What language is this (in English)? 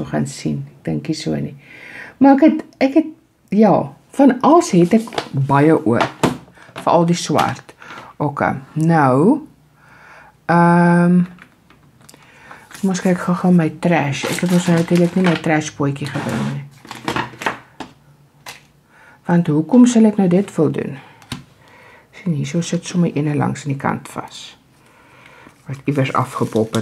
Afrikaans